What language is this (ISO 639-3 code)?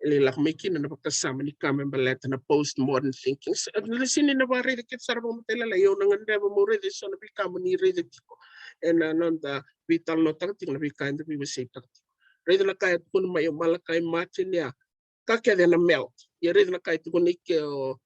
fij